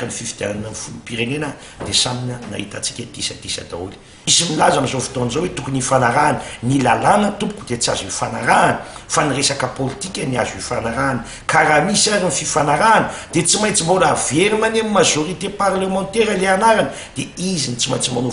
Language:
Malagasy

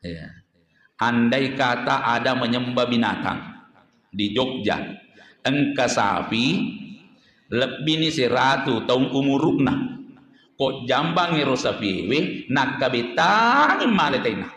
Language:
Buginese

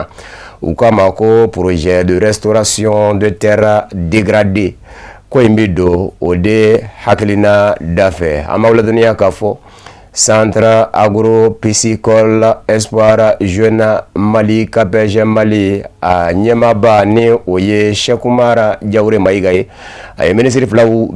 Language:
Bambara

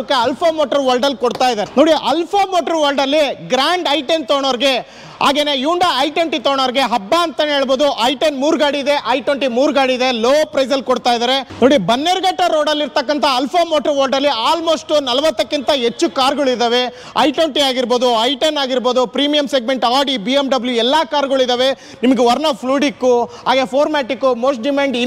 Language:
Kannada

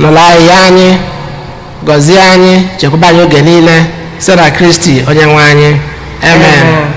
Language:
Igbo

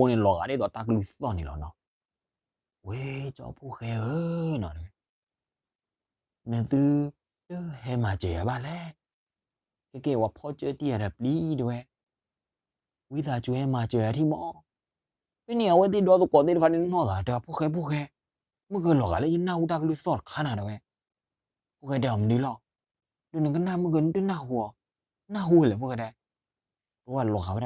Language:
S'gaw Karen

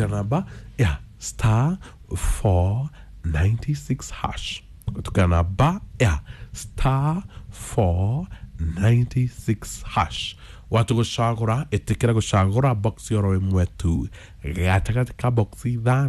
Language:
Kikuyu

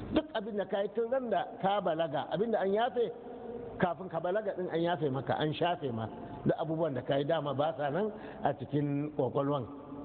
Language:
Hausa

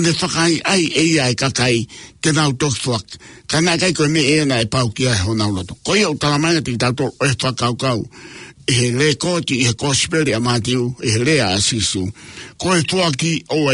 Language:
Tongan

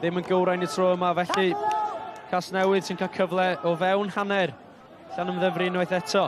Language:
Welsh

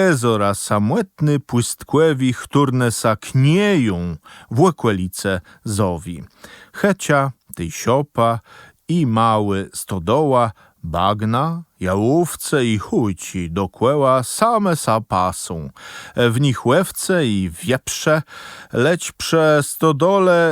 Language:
Kashubian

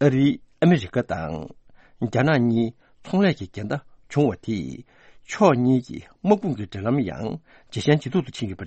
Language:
Tibetan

